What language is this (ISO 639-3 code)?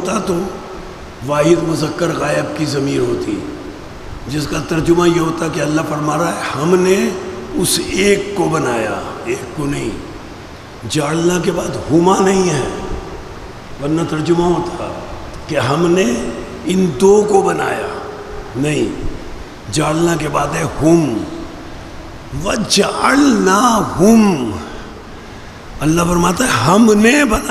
urd